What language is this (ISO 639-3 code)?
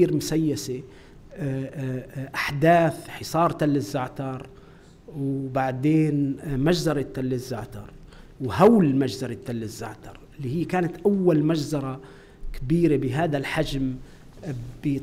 apc